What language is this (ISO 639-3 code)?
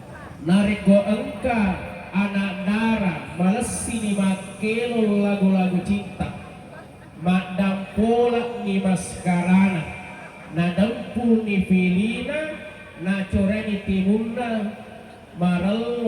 bug